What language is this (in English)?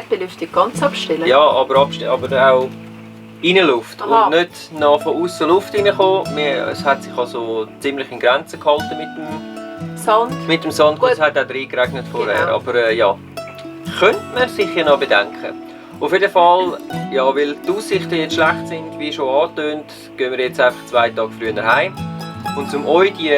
Swiss German